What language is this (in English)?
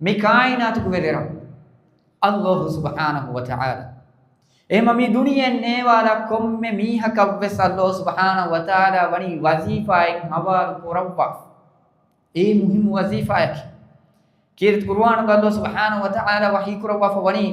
Divehi